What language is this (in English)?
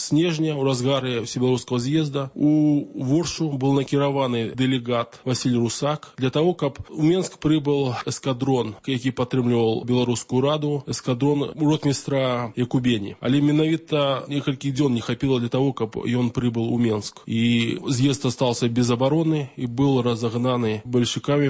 Belarusian